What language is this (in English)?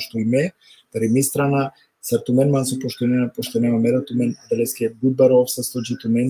Balkan Romani